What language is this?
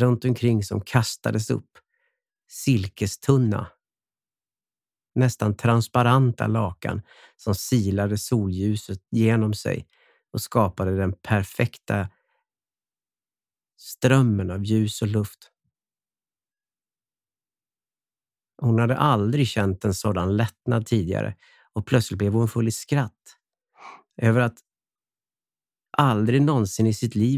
Swedish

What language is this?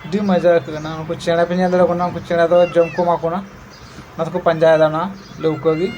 Santali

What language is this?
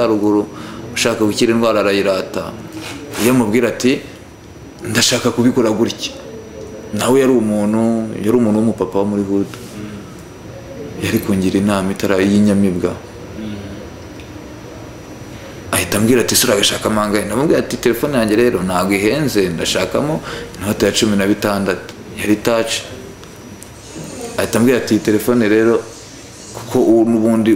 Kinyarwanda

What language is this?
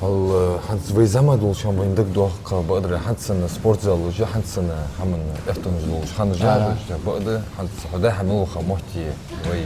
Ingush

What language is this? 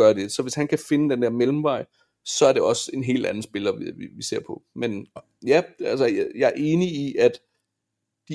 Danish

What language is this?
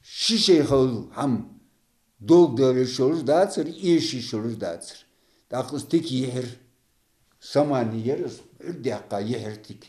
Ingush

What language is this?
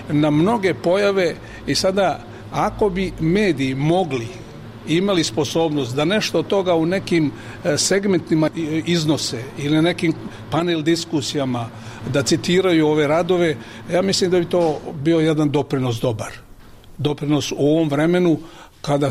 Bosnian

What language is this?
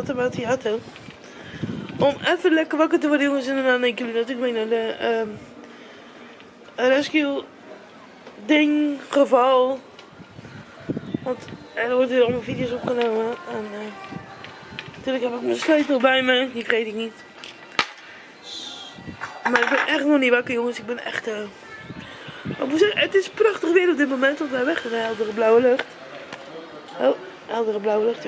Dutch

